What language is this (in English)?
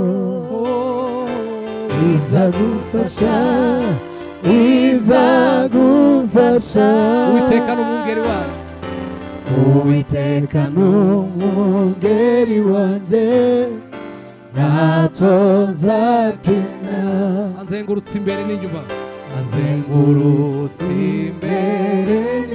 Kinyarwanda